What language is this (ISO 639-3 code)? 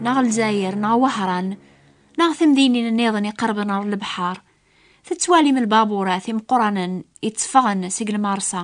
kab